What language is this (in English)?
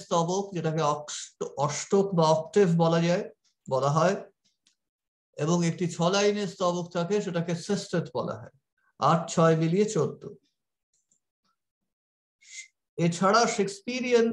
Bangla